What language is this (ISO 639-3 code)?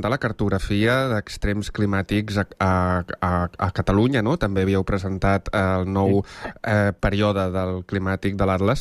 cat